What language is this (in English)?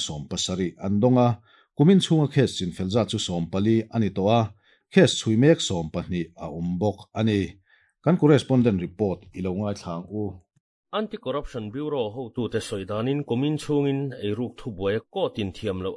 Mizo